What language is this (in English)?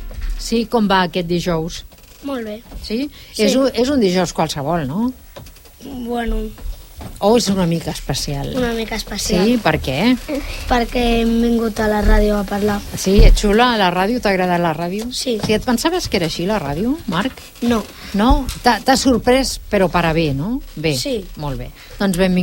Catalan